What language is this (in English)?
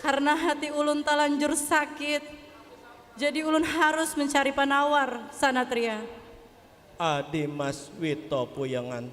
Banjar